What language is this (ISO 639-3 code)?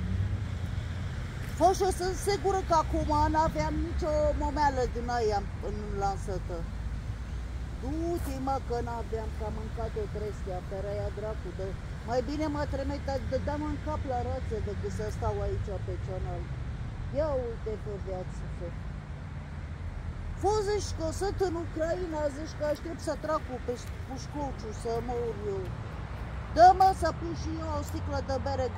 ron